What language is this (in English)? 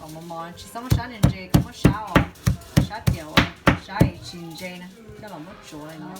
Hmong